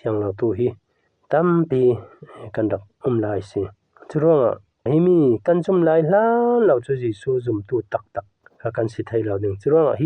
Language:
Falam Chin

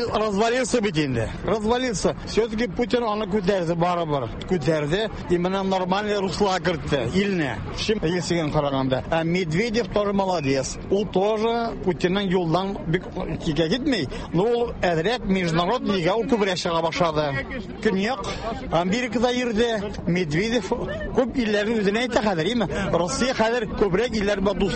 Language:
Tatar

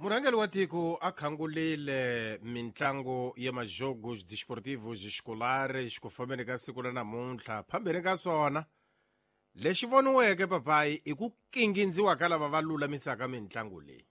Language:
Tsonga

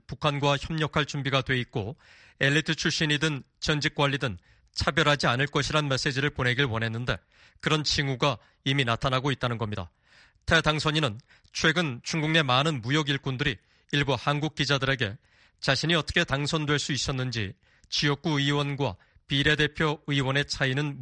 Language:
Korean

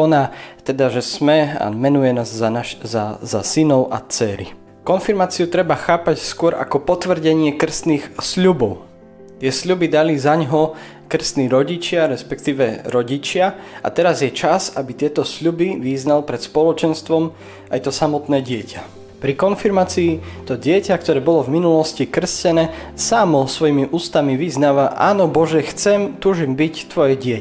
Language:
Slovak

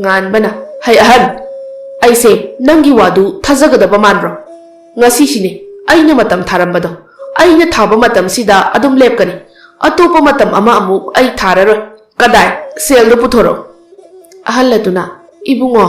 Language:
Manipuri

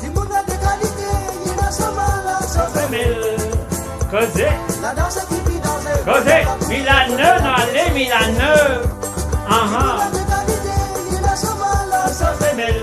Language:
Morisyen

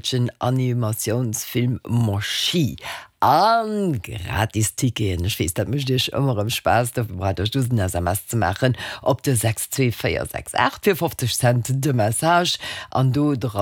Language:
Luxembourgish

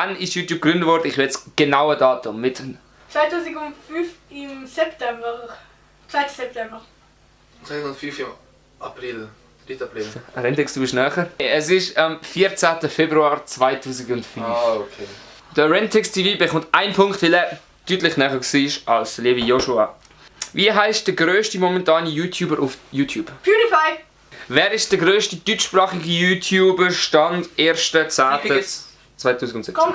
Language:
Swiss German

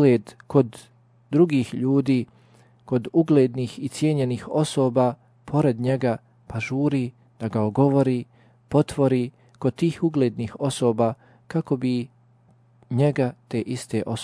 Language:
Bosnian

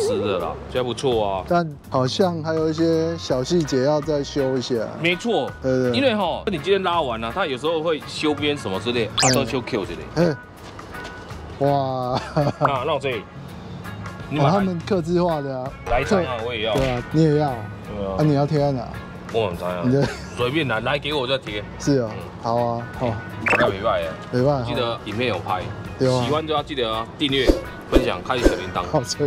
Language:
Chinese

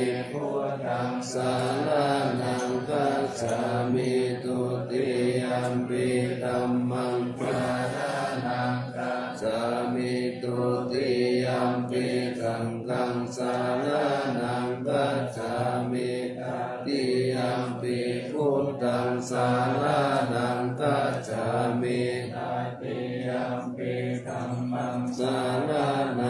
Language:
Pali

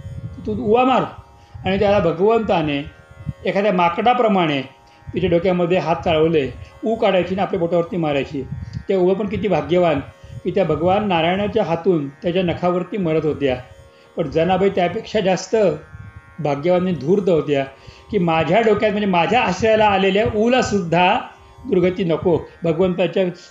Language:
Marathi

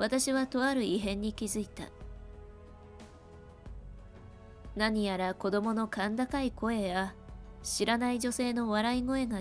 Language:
Japanese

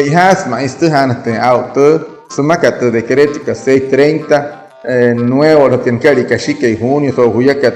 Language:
Wayuu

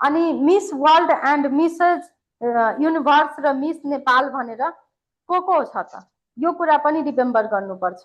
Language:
Nepali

